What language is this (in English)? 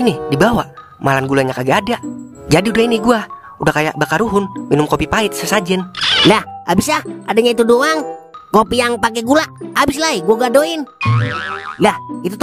Betawi